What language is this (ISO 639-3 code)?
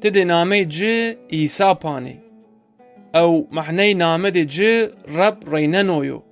zza